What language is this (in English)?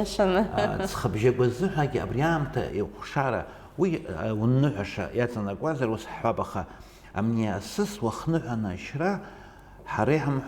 Abkhazian